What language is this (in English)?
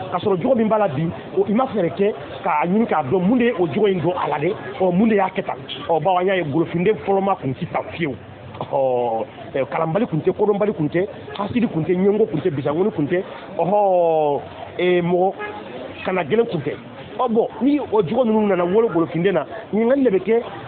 Bambara